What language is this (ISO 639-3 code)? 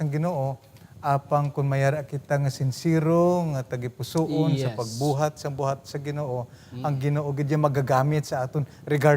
hil